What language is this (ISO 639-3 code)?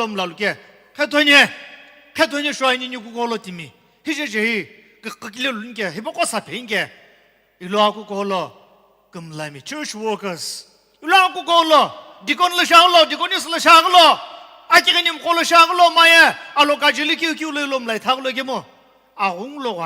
nsm